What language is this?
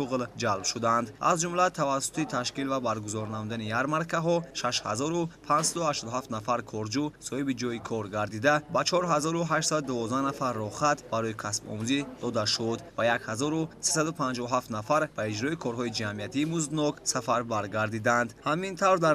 Tajik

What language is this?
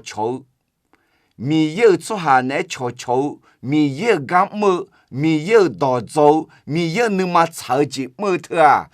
Akha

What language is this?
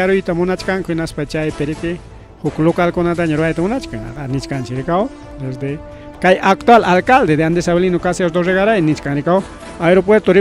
Ayacucho Quechua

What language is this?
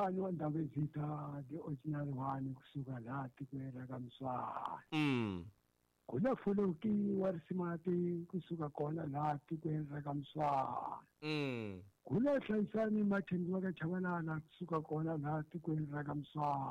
Tsonga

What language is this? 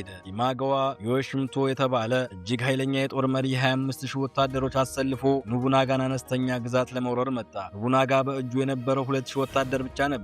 Amharic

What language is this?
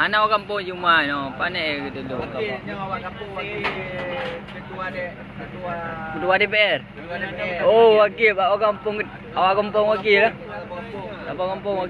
Achinese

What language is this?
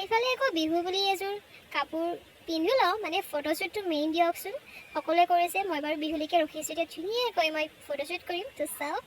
Assamese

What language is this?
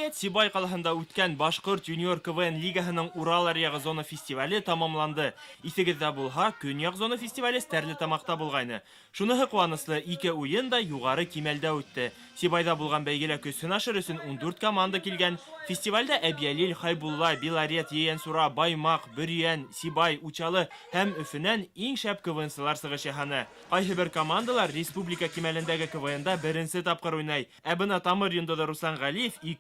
Bashkir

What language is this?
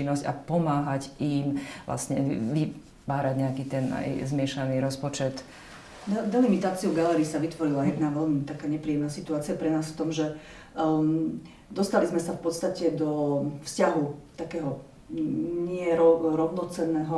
Slovak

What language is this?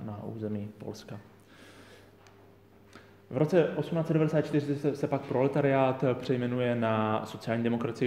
Czech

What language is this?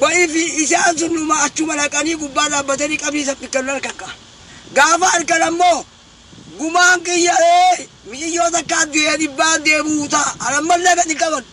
Oromo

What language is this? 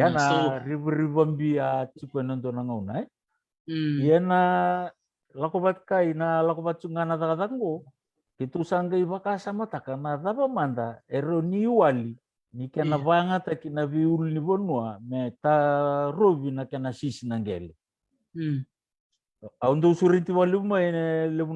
Fijian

